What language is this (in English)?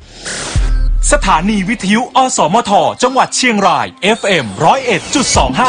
Thai